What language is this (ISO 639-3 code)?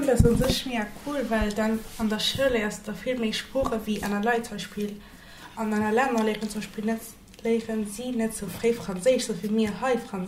ltz